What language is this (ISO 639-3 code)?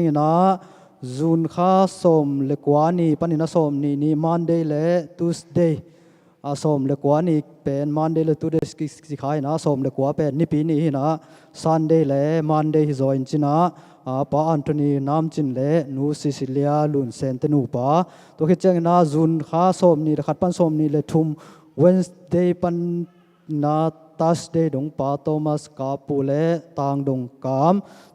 ctd